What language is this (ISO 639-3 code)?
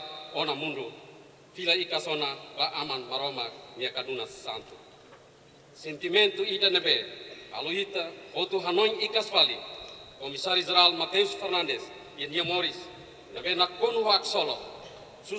tet